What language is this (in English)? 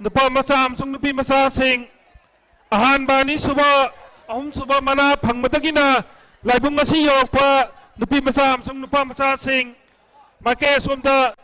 Manipuri